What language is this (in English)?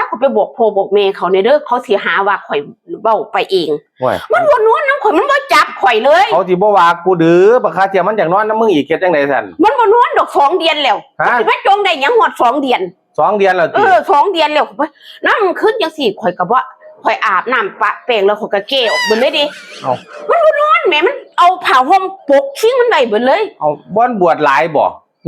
Northeastern Thai